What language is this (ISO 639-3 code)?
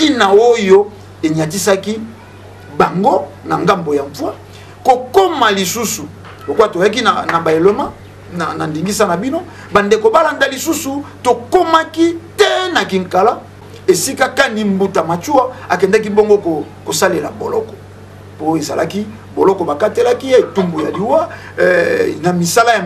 lin